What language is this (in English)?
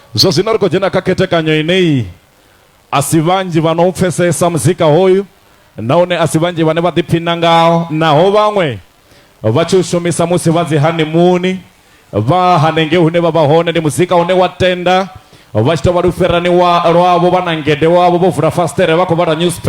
Venda